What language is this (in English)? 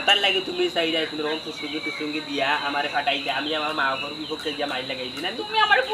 Sylheti